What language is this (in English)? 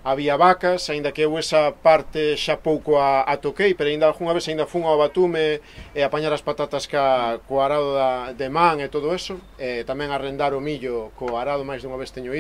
Galician